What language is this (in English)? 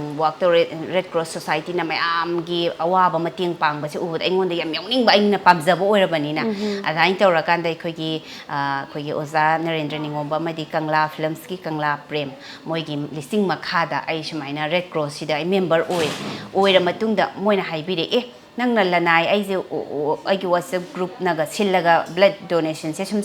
Manipuri